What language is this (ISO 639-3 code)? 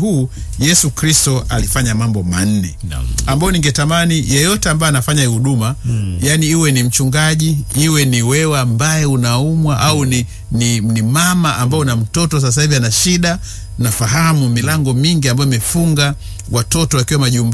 swa